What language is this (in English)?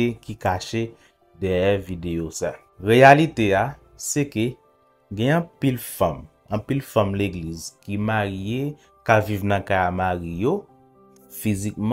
Haitian Creole